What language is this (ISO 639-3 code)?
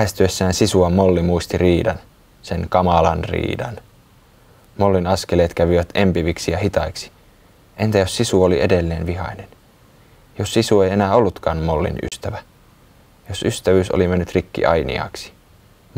fin